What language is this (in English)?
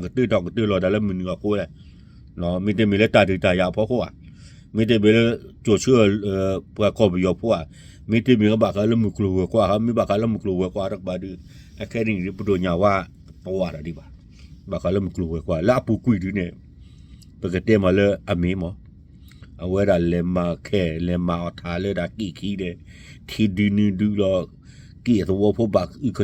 S'gaw Karen